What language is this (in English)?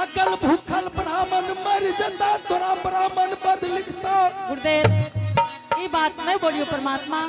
Angika